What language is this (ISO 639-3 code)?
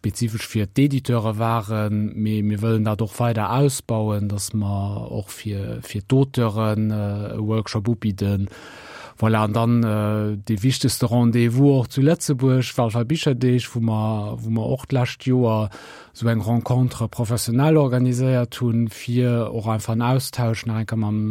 ltz